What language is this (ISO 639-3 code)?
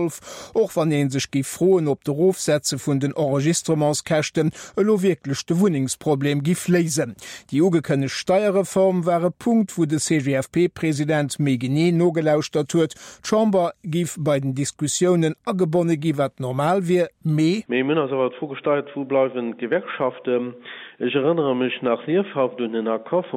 ltz